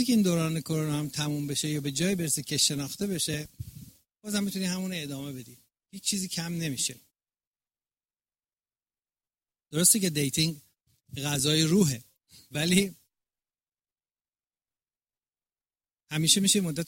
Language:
Persian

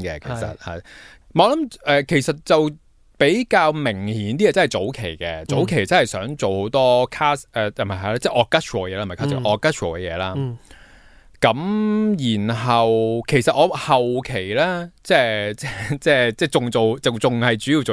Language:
Cantonese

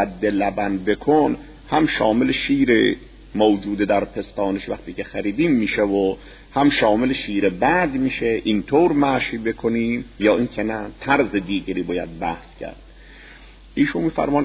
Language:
Persian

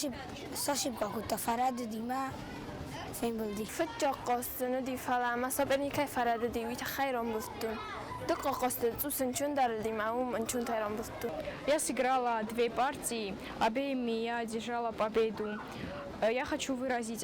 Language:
Ossetic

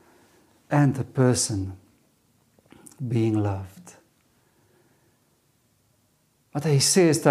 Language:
Afrikaans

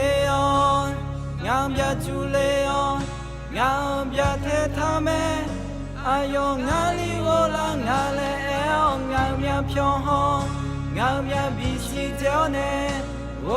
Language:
Akha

